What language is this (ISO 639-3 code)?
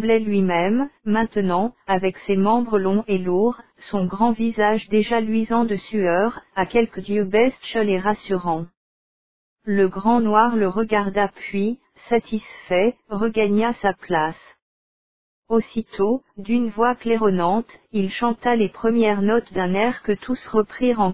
fra